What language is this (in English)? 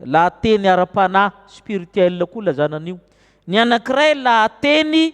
Malagasy